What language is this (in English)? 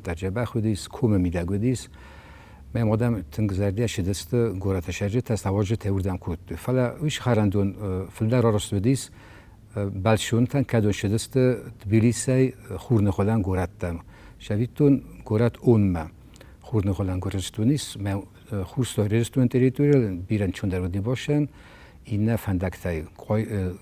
Ossetic